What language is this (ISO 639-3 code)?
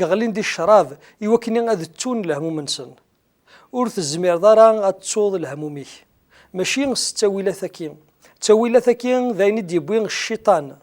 kab